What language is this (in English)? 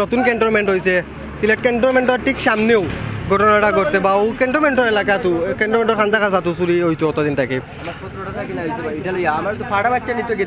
Sylheti